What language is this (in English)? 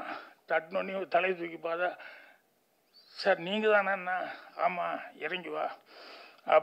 Tamil